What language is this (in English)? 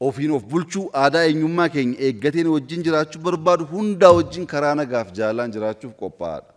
Oromo